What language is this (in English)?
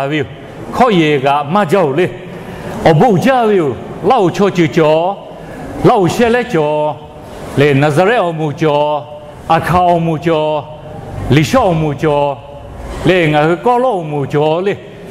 Lahu